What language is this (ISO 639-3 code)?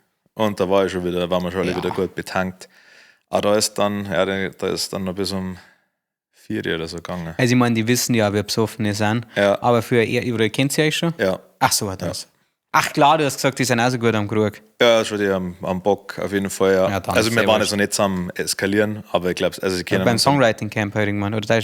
bar